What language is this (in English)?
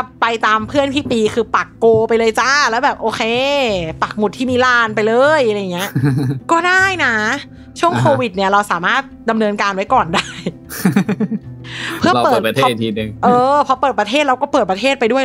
Thai